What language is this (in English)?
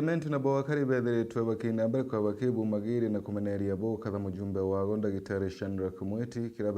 Meru